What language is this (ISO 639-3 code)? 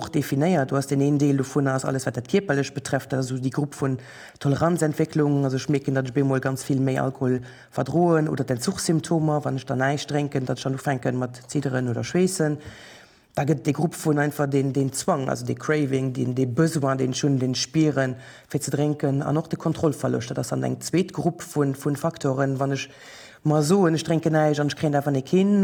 ltz